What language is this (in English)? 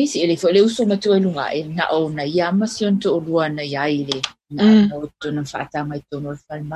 Samoan